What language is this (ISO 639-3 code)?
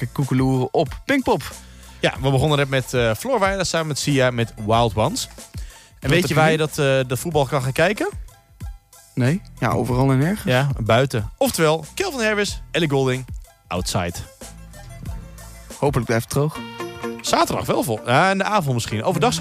nld